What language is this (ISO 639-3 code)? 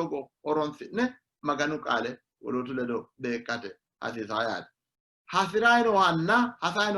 sid